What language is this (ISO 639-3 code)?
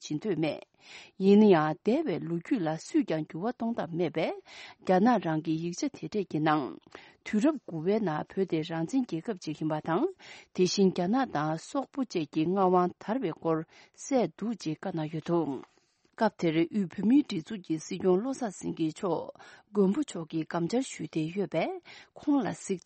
bod